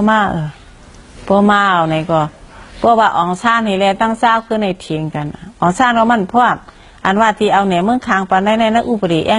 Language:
Shan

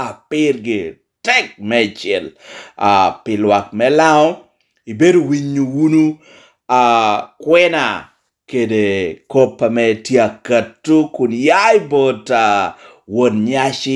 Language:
Lango (Uganda)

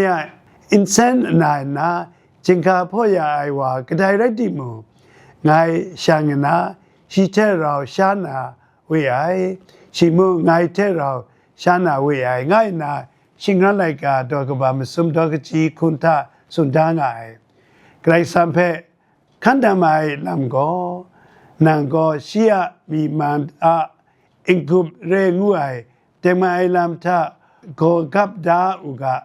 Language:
Kachin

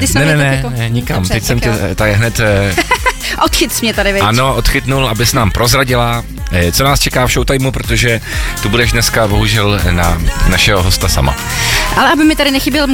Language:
Czech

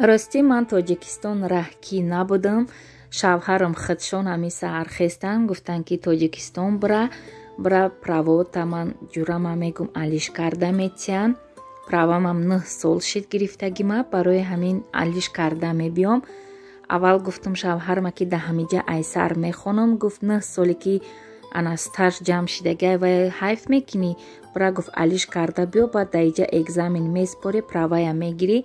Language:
Tajik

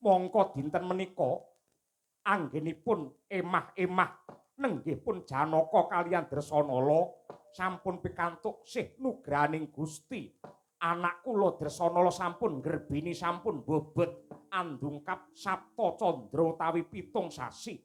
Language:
Javanese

